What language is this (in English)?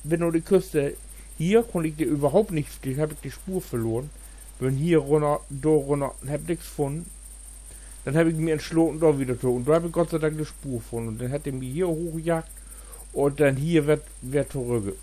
Low German